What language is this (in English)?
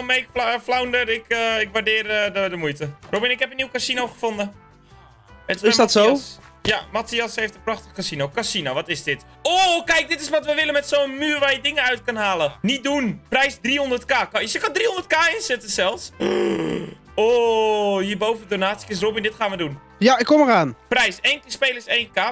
Dutch